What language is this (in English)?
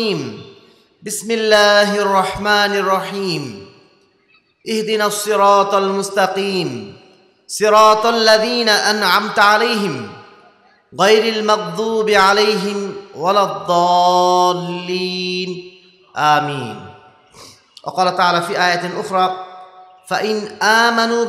Bangla